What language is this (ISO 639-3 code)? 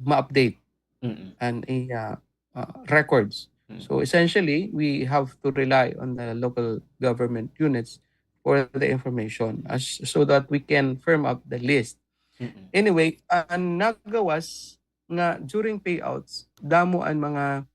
war